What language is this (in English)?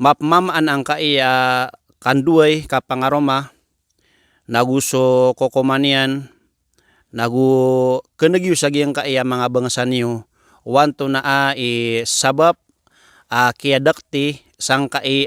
Maranao